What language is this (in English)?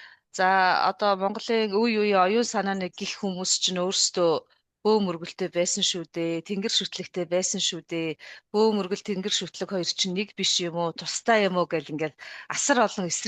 Mongolian